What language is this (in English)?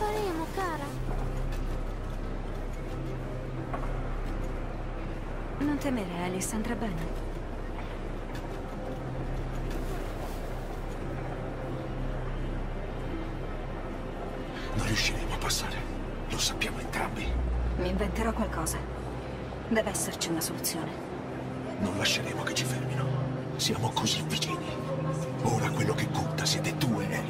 Italian